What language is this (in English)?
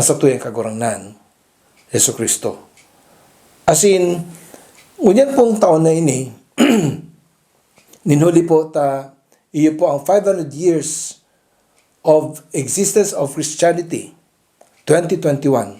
Bikol